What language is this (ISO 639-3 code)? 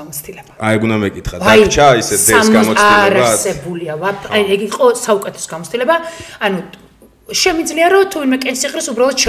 kat